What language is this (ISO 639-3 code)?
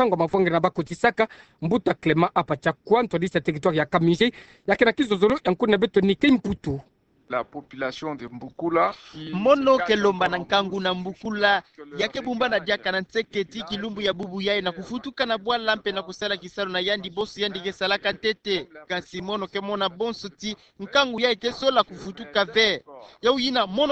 ktu